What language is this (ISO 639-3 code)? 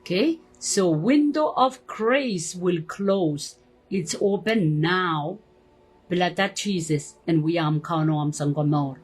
pon